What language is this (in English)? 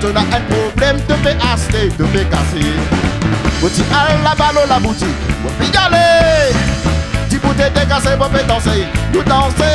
Réunion Creole French